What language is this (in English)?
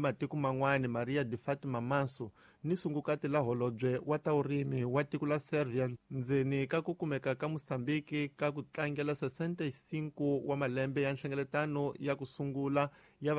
Tsonga